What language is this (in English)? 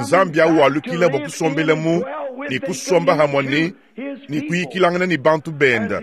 Luba-Lulua